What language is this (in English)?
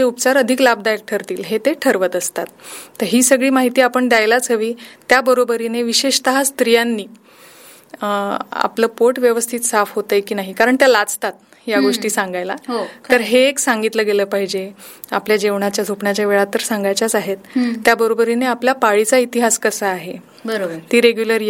Marathi